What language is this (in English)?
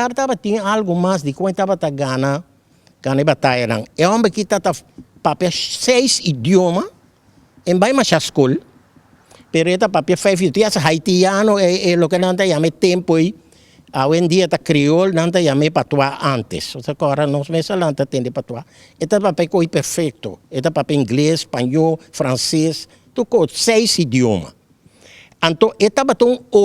Papiamento